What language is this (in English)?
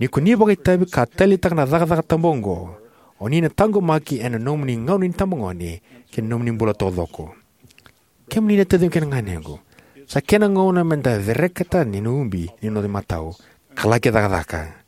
Fijian